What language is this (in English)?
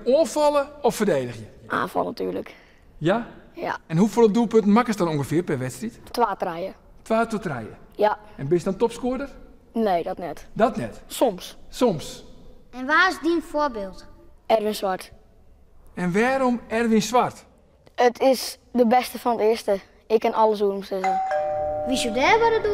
Western Frisian